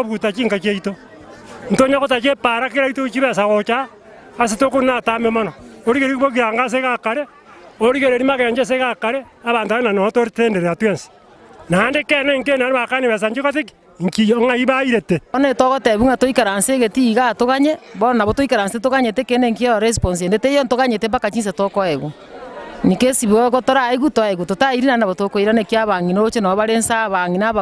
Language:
Gusii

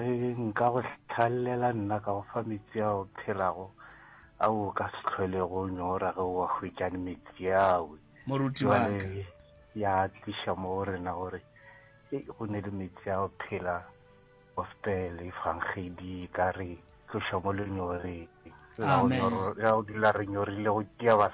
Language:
Northern Sotho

